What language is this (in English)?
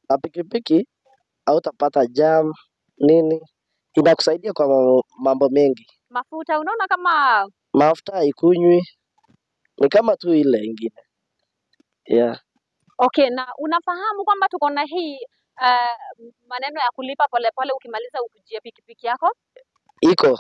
Swahili